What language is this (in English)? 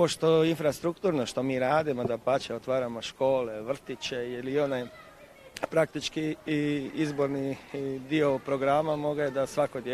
Croatian